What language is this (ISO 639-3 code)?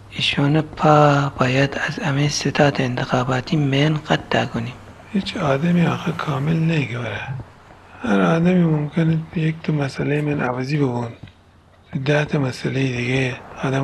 glk